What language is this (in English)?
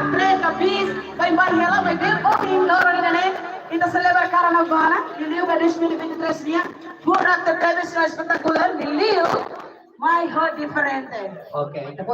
Tetum